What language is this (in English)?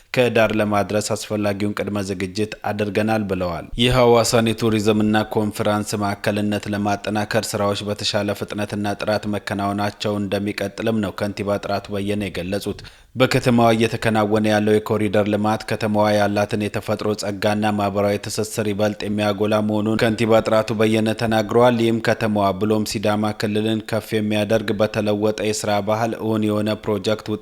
Amharic